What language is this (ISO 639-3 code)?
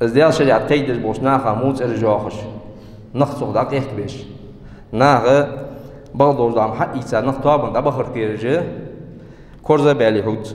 inh